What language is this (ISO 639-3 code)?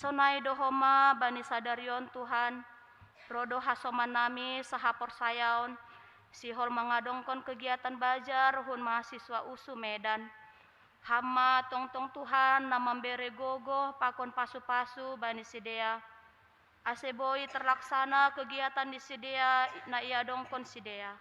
bts